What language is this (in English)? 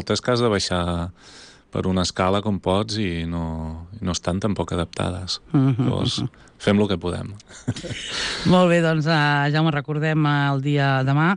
Catalan